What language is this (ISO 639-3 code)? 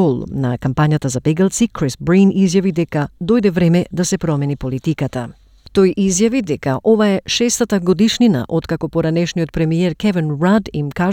mkd